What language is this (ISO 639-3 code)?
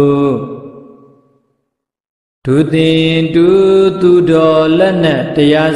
mya